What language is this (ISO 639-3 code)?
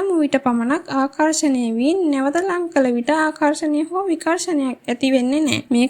sin